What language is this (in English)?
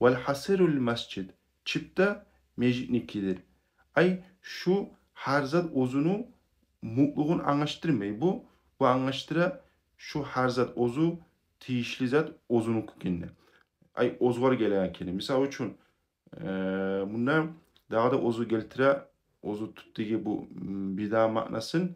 Kumyk